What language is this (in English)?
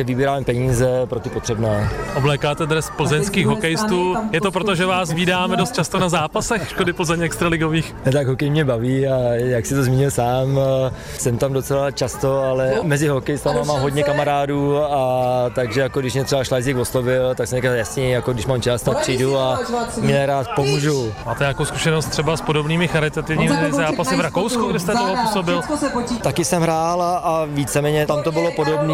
Czech